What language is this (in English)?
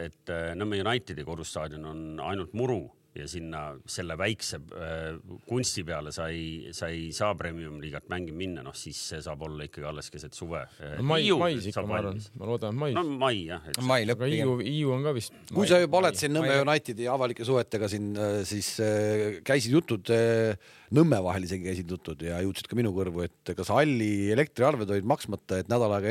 Estonian